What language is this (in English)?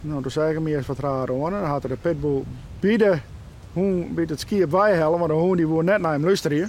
Western Frisian